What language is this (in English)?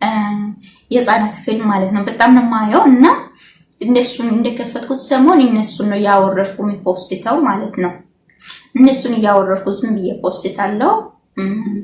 Amharic